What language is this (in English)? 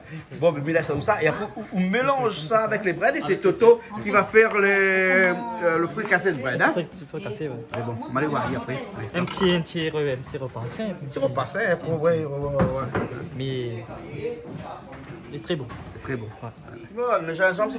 Réunion Creole French